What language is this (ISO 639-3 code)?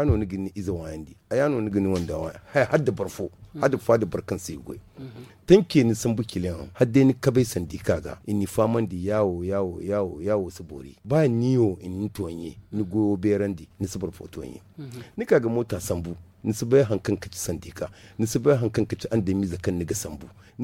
dje